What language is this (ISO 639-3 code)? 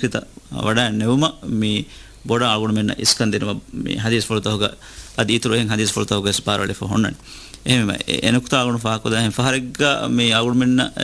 div